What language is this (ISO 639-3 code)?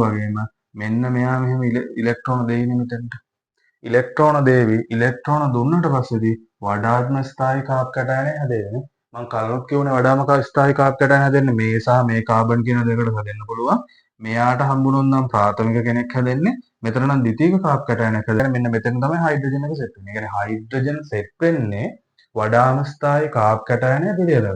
sin